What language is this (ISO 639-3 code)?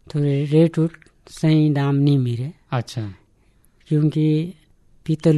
hin